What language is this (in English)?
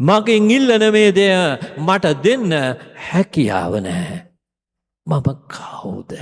Sinhala